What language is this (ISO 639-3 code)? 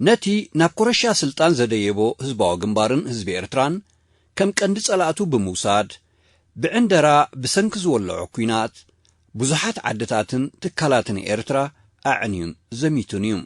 tir